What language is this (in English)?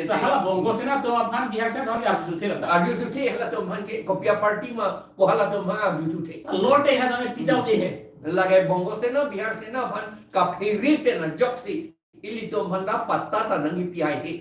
Karbi